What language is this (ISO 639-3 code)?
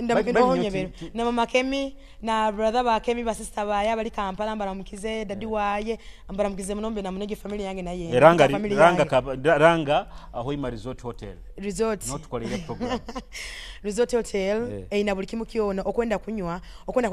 nyo